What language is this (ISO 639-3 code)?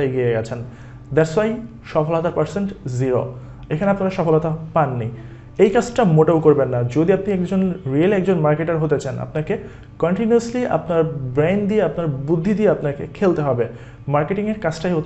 ben